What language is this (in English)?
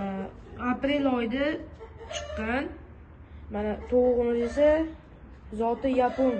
Uzbek